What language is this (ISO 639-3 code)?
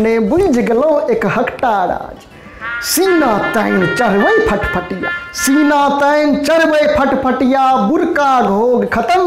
mai